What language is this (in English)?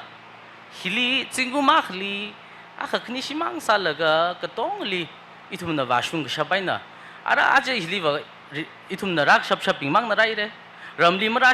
Tangkhul Naga (India)